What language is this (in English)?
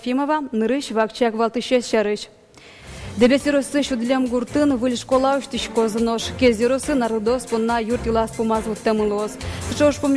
Udmurt